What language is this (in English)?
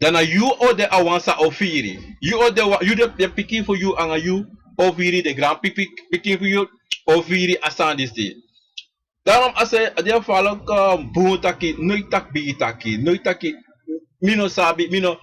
Sranan Tongo